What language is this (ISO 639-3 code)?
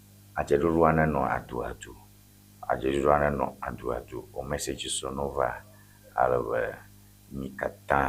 ewe